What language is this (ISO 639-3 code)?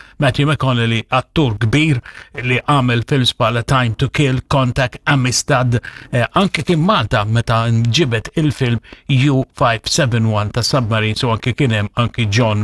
mlt